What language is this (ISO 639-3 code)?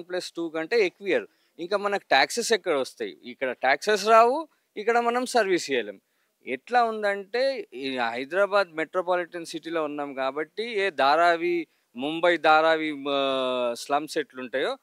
tel